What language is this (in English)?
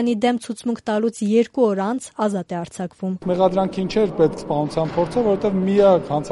Armenian